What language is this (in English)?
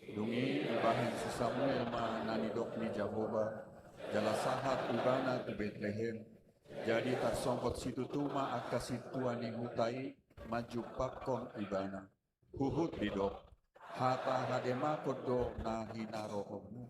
Batak Toba